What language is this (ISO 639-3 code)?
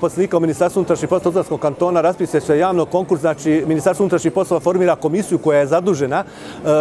bos